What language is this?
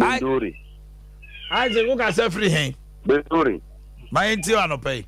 Akan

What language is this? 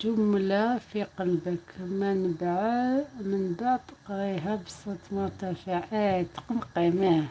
Algerian Arabic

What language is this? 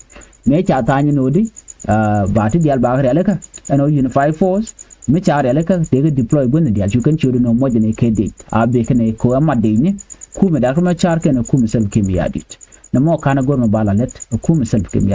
Nuer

